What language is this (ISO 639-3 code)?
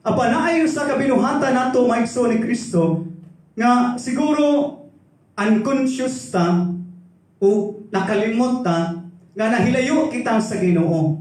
ceb